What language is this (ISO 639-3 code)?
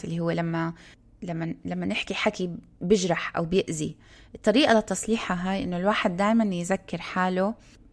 apc